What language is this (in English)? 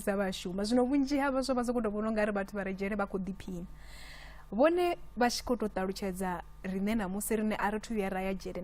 Venda